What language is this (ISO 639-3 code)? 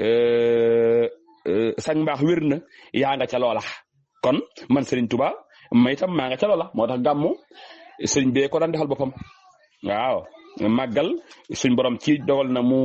wol